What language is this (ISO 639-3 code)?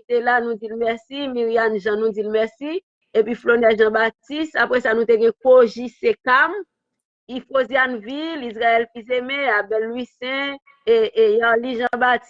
hat